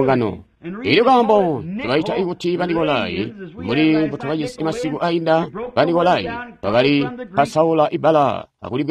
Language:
Tonga (Zambia)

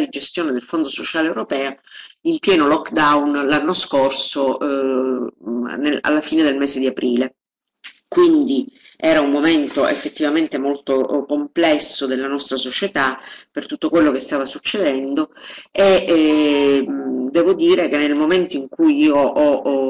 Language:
Italian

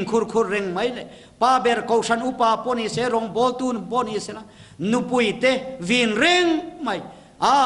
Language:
Mizo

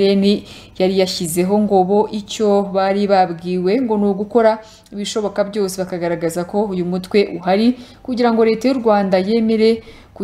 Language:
Kinyarwanda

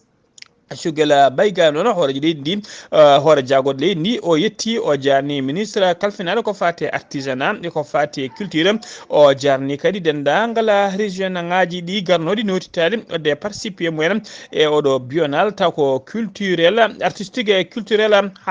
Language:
Fula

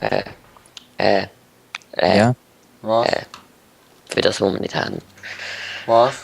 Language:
Swiss German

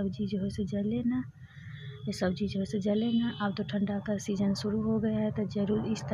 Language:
Hindi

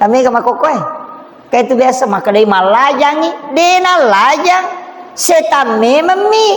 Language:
Buginese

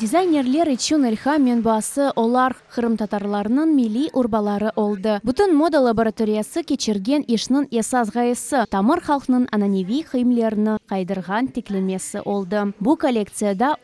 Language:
Crimean Tatar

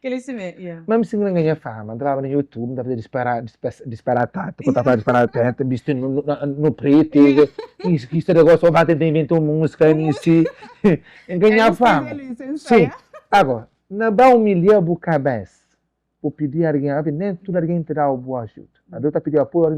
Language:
Kabuverdianu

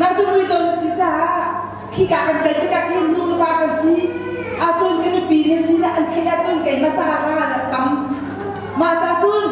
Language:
Hakha Chin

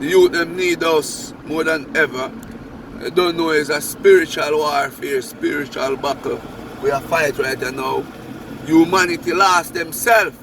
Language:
Jamaican Creole English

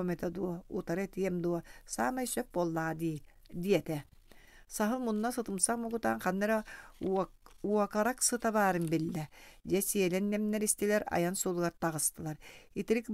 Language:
Yakut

